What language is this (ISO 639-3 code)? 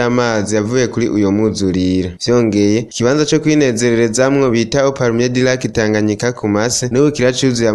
run